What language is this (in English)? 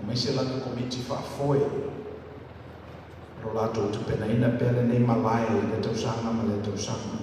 Samoan